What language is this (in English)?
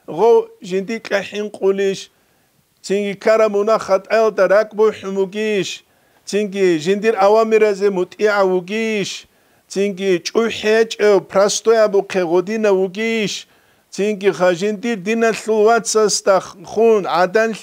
Avaric